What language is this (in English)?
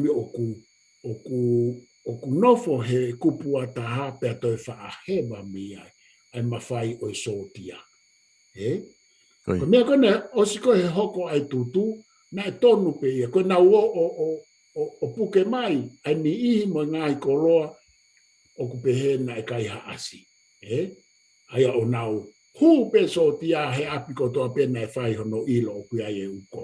Tongan